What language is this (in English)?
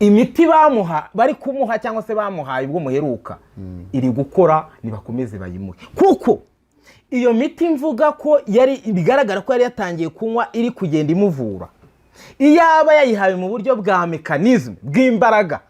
Kinyarwanda